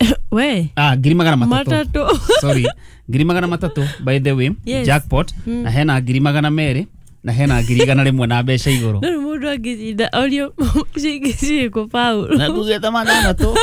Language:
Kikuyu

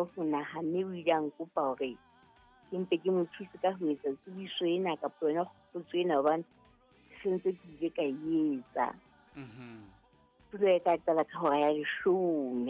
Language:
Southern Sotho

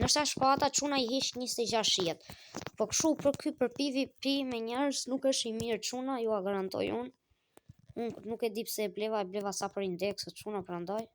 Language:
Albanian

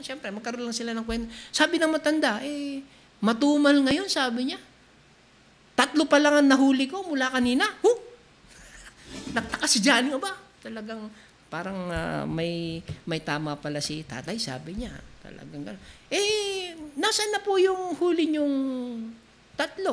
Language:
Filipino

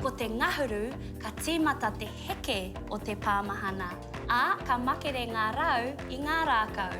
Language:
Māori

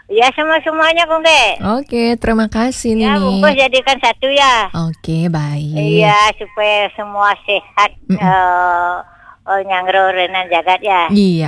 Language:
Indonesian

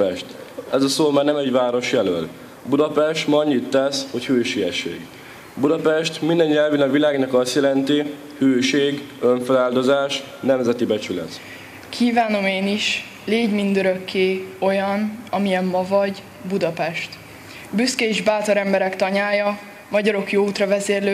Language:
Hungarian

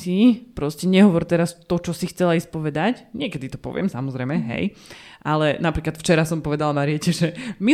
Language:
Slovak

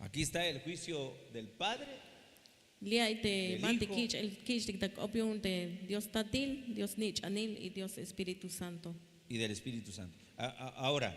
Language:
Tzeltal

